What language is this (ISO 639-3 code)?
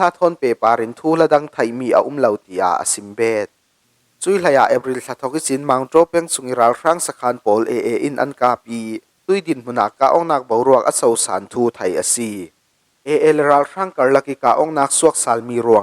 cfm